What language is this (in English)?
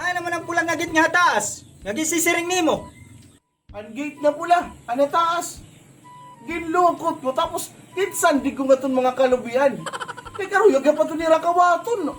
Waray